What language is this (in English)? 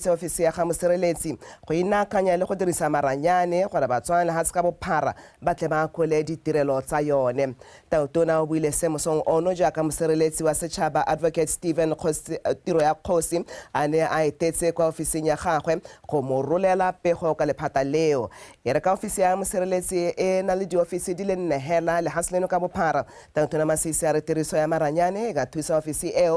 Tswana